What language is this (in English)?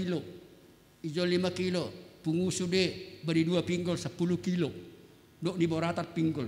Batak Simalungun